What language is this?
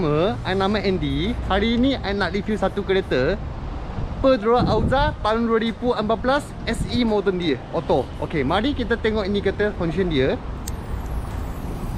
Malay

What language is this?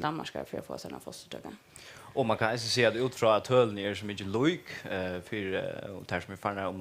Faroese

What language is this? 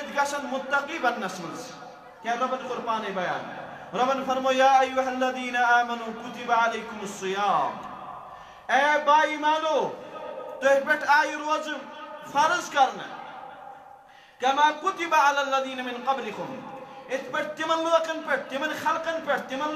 Kashmiri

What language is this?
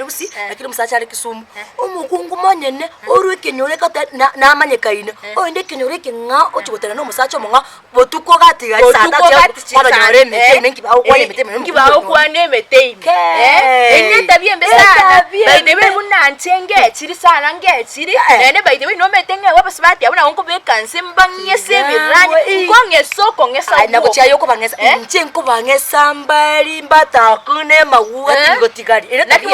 Gusii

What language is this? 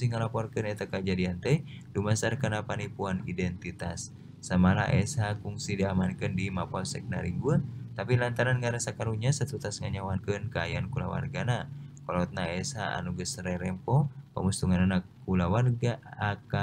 Sundanese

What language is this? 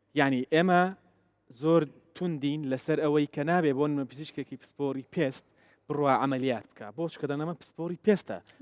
Central Kurdish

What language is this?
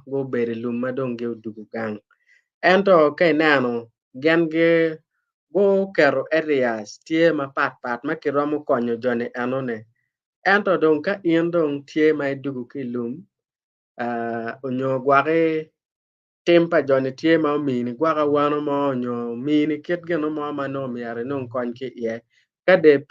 Acoli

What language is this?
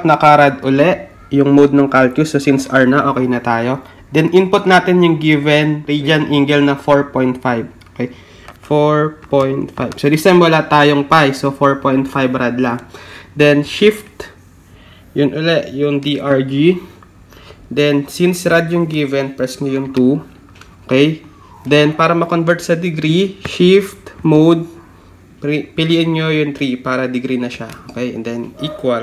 Filipino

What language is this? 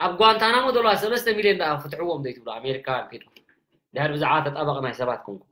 Tigrinya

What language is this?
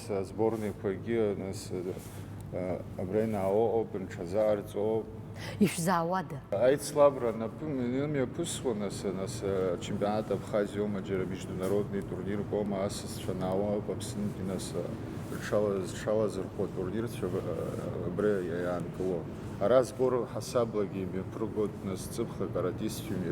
Abkhazian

